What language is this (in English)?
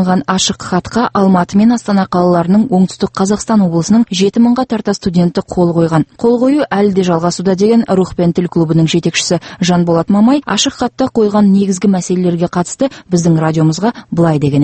Kazakh